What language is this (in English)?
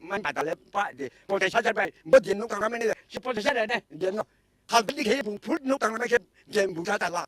Kok Borok